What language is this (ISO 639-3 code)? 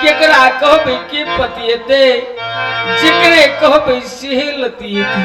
mai